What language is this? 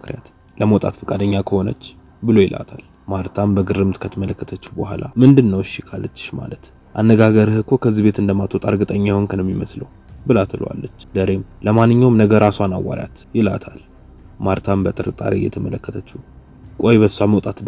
Amharic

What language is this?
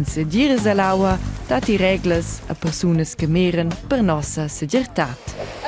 Romansh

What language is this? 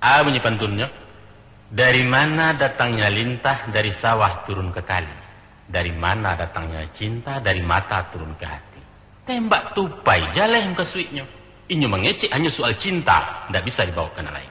Minangkabau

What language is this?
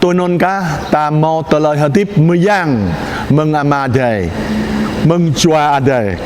Jarai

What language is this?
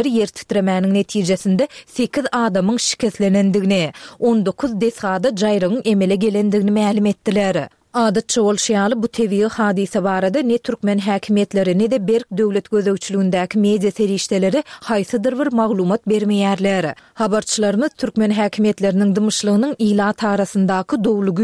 Turkmen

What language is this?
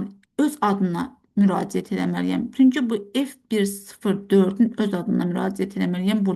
Azerbaijani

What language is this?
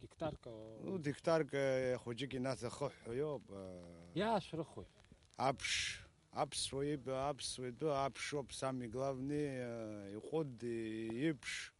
Abkhazian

